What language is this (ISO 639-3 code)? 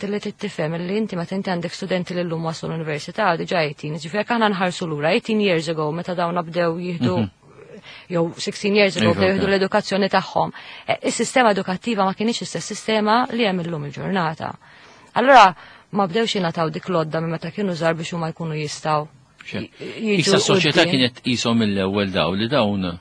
mlt